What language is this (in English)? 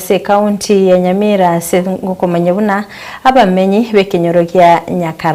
Gusii